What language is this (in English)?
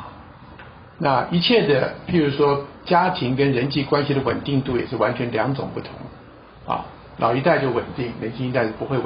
Chinese